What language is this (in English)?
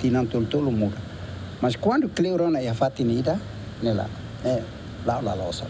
Tetum